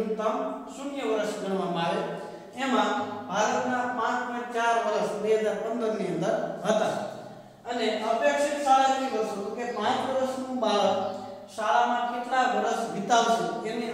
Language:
Gujarati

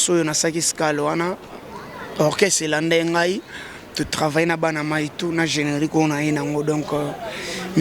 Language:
Lingala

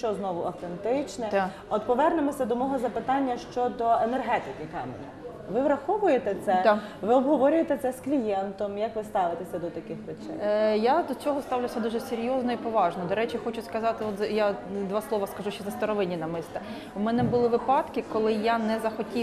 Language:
Ukrainian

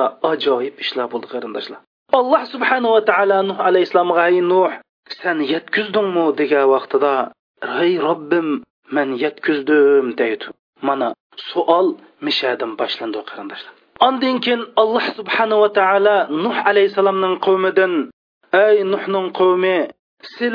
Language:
Uyghur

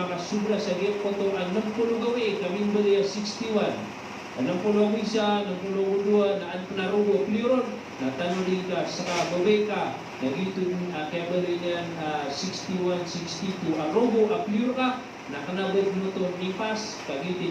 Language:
Maranao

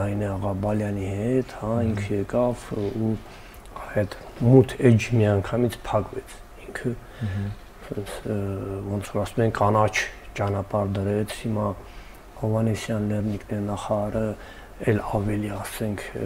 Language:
Armenian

